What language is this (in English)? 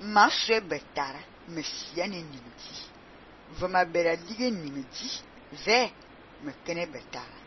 Fang